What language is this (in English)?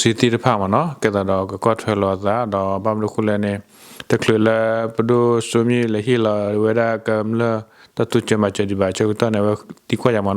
S'gaw Karen